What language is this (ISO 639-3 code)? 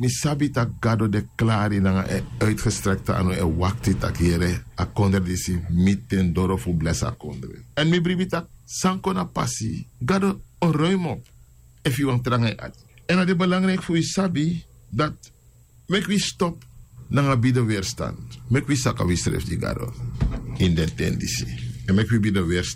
srn